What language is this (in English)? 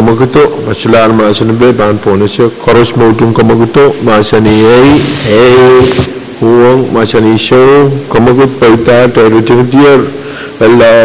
Pohnpeian